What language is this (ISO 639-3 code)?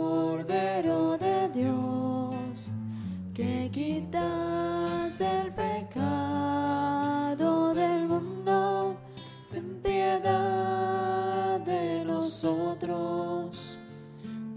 spa